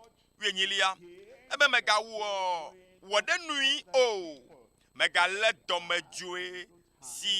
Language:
Ewe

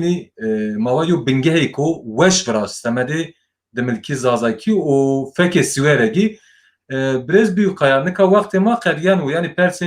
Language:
Zaza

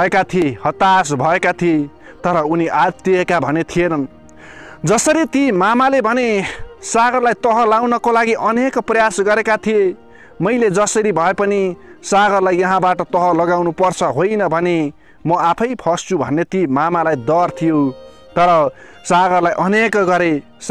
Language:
Nepali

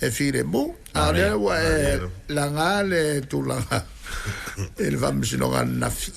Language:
Samoan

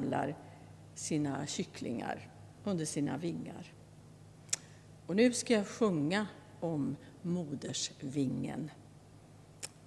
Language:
Swedish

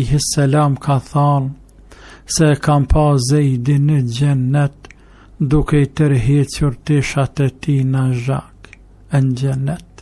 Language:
Albanian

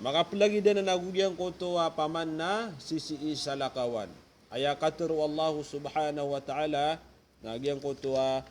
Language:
Maranao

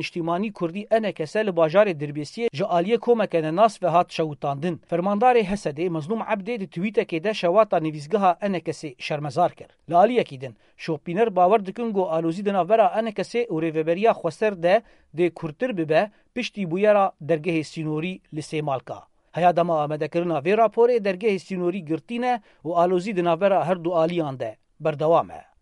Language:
Kurdish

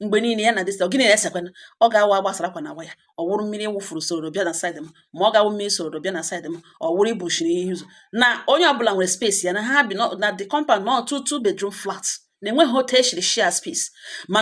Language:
Igbo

